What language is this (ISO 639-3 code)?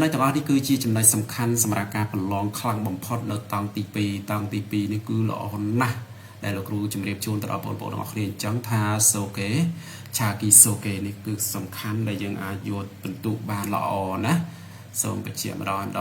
khm